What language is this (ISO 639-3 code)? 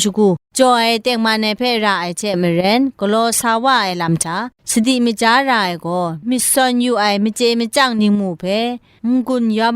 kac